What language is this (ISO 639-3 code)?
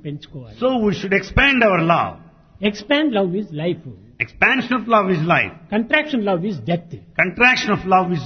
tel